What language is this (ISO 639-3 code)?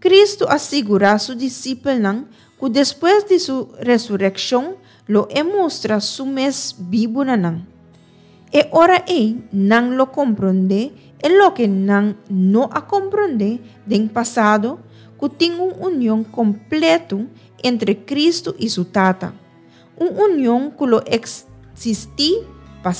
pap